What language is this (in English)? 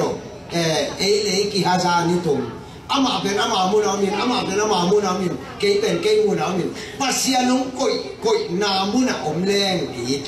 Tedim Chin